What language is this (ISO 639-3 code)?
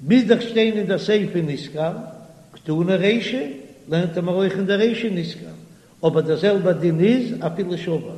yid